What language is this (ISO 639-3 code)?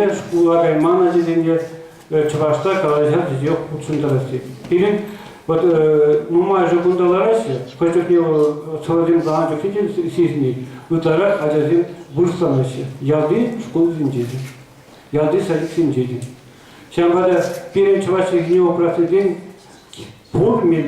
chv